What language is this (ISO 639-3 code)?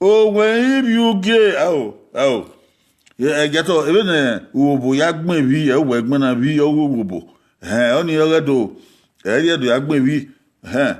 bin